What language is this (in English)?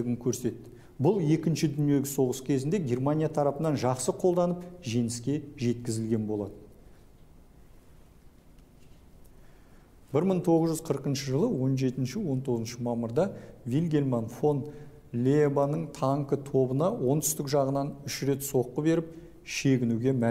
Kazakh